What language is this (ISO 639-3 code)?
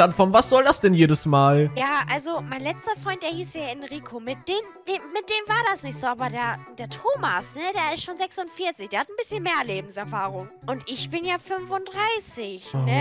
deu